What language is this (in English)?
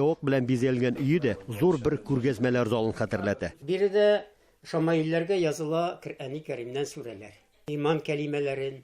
Tatar